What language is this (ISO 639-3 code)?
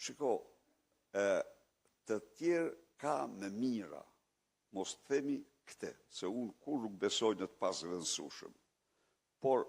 sqi